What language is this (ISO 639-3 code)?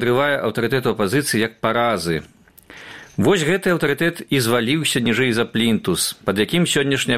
bel